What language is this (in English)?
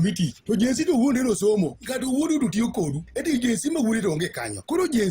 Luo (Kenya and Tanzania)